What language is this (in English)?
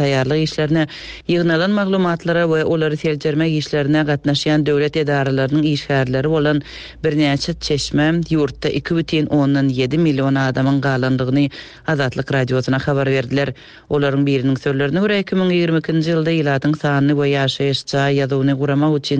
Turkmen